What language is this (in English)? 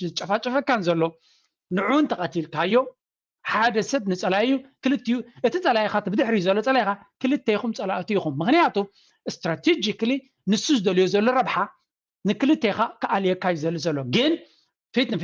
Tigrinya